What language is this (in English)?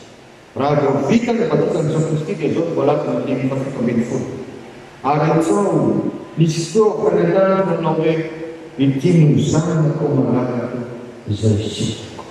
Malagasy